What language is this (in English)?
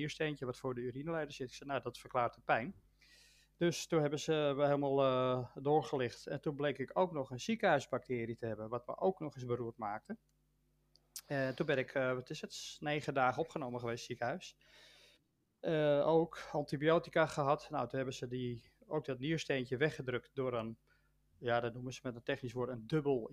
Dutch